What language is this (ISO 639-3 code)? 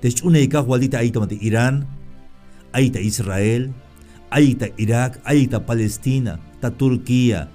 tzh